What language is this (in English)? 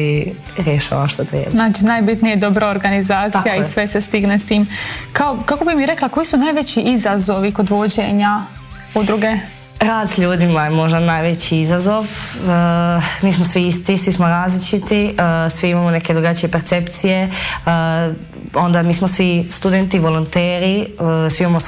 Croatian